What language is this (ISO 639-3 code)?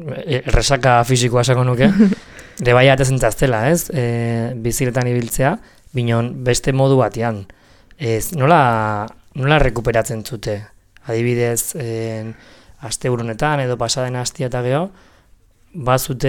eus